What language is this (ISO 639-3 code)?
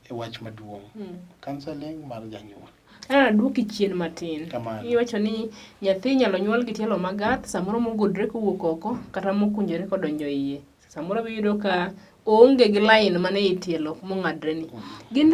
luo